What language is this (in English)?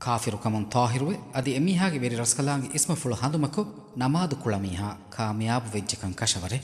Divehi